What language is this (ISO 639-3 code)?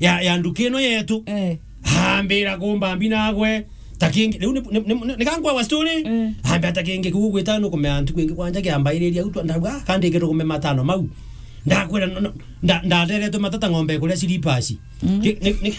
mer